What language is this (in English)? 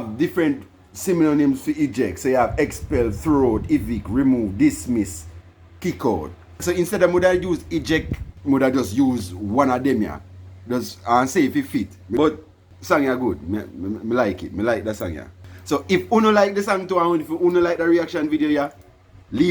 Jamaican Creole English